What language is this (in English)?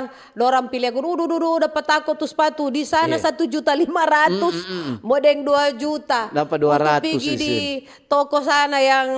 Manado Malay